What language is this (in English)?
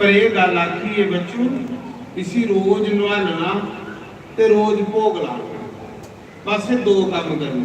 Dogri